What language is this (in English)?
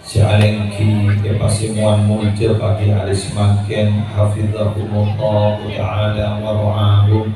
Madurese